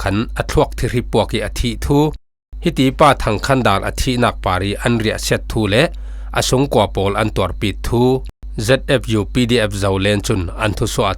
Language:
Falam Chin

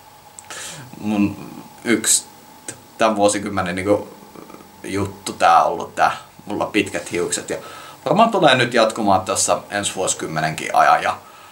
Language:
Finnish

